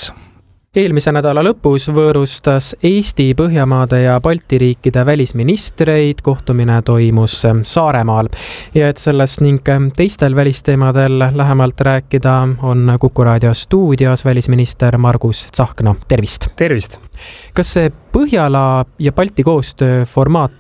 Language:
Estonian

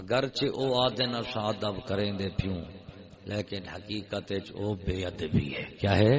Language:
Saraiki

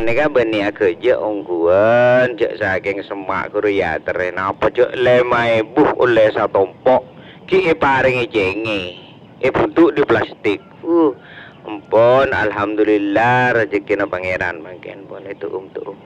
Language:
Madurese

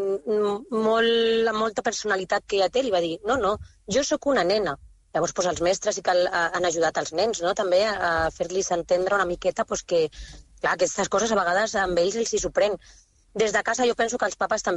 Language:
Catalan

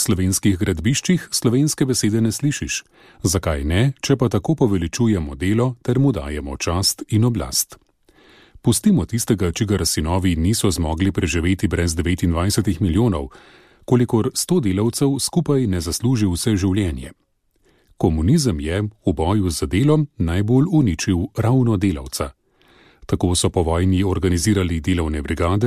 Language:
Slovenian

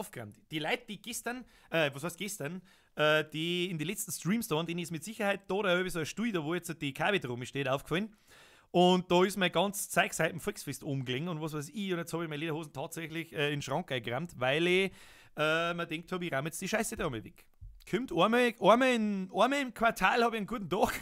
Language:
Bavarian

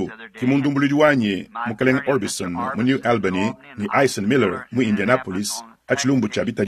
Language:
Luba-Lulua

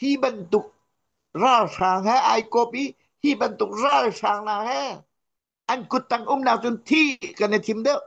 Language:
Hakha Chin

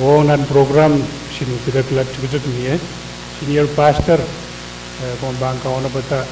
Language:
Pohnpeian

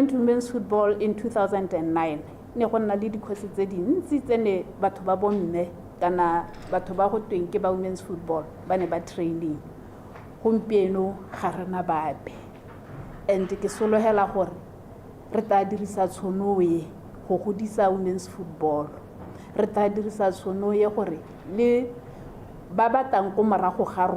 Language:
Tswana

